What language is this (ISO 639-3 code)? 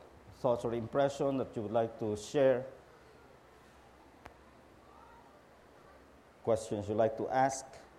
fil